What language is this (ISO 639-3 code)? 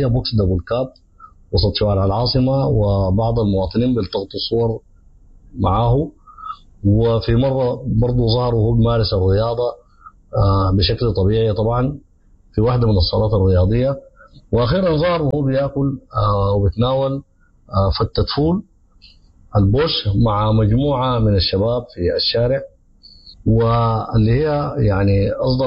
apd